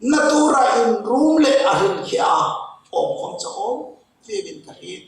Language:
Hmar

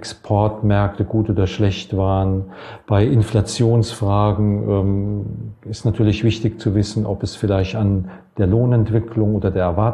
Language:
German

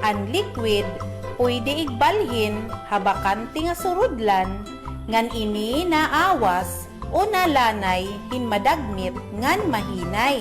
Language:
Waray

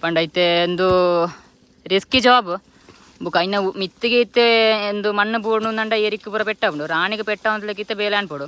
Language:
Tulu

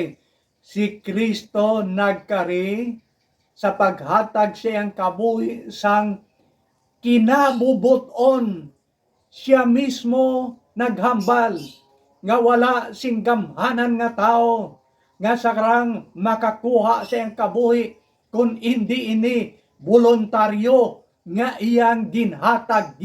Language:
Hiligaynon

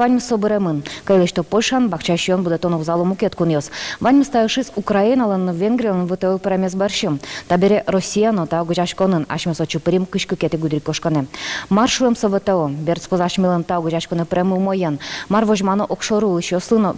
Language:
Udmurt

